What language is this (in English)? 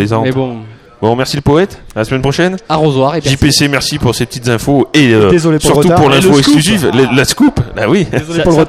French